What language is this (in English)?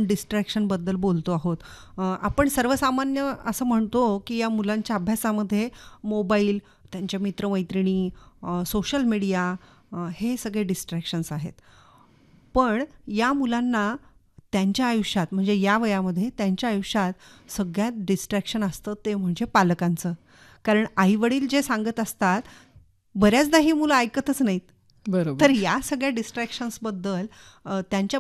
Marathi